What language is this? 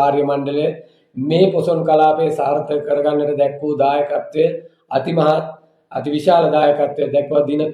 Sinhala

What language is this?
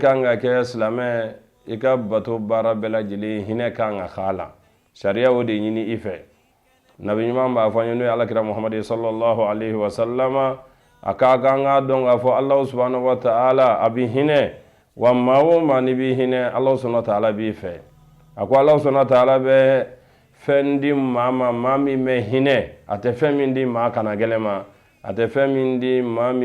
Bambara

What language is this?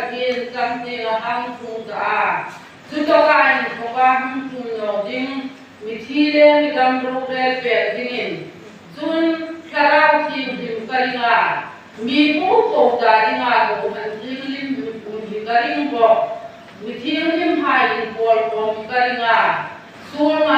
Hmar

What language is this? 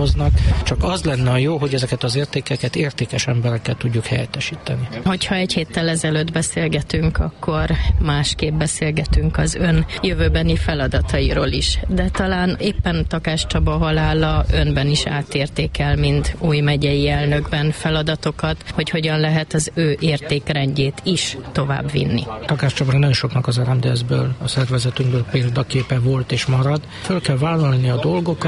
Hungarian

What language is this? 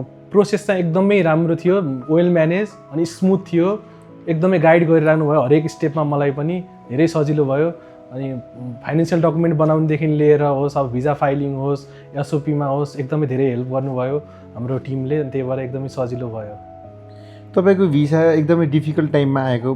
Nepali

